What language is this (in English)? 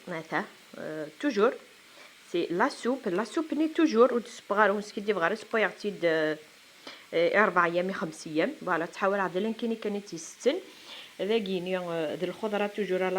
Kabyle